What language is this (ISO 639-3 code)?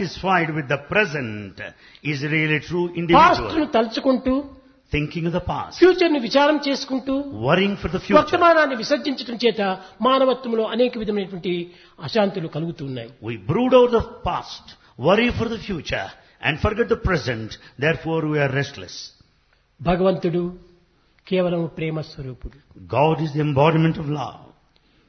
tel